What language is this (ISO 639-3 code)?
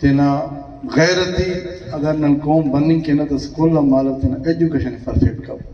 brh